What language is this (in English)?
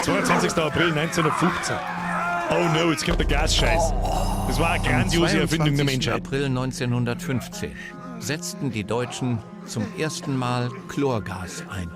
Bavarian